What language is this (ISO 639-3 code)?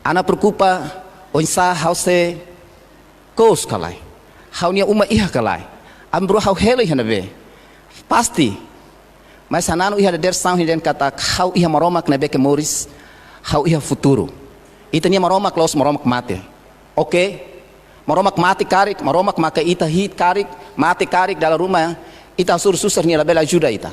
tet